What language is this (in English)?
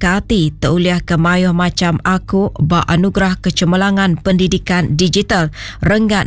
Iban